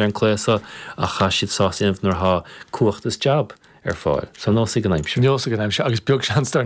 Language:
Irish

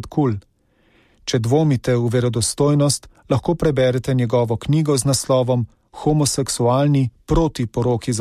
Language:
Slovenian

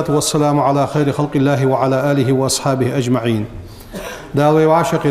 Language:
Ingush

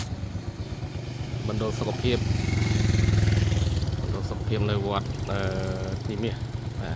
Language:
Khmer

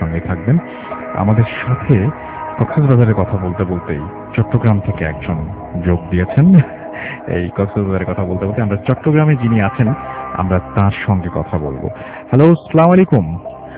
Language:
Bangla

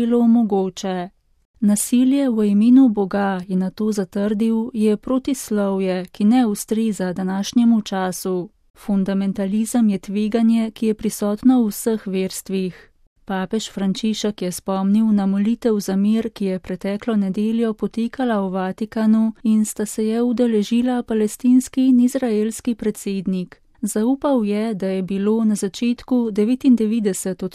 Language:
Slovenian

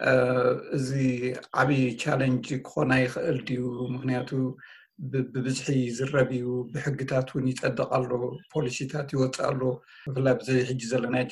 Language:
Tigrinya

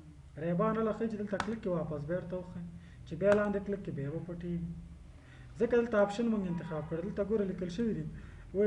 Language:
Pashto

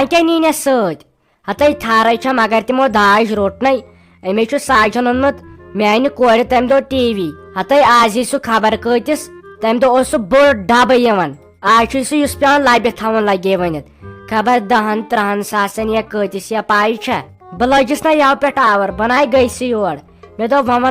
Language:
Kashmiri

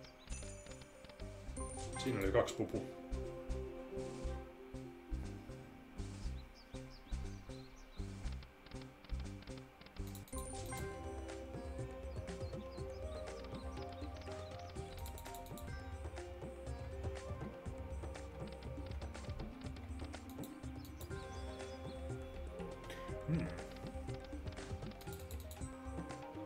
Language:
Finnish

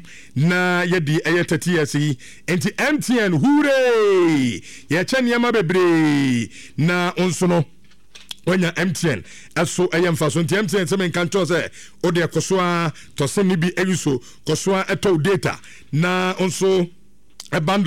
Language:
Akan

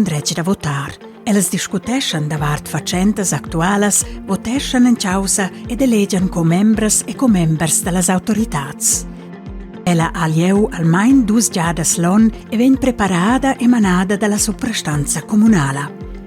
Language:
Romansh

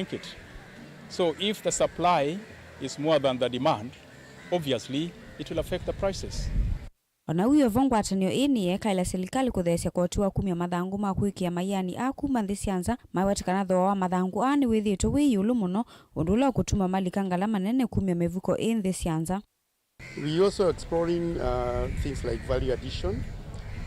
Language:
Kamba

